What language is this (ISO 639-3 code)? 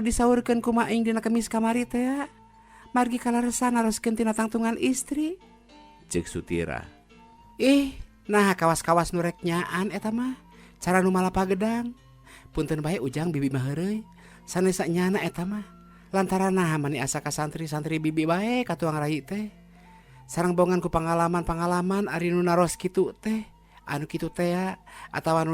sun